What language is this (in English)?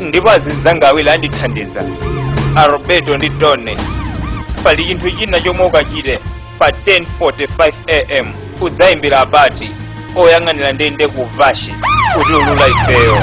Nyanja